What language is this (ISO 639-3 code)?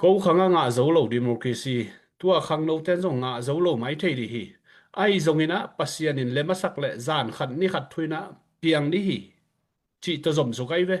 ctd